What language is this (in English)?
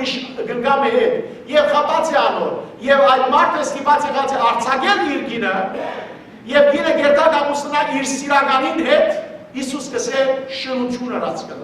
Western Armenian